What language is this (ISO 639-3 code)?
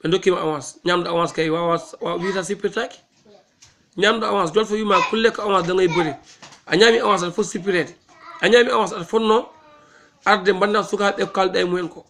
ful